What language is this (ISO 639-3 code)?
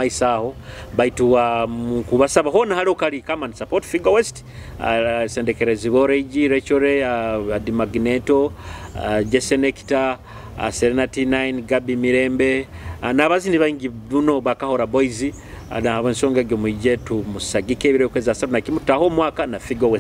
nyo